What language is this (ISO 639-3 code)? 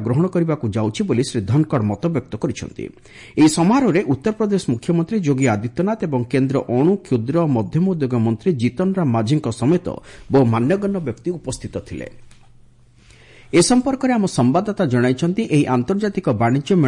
ori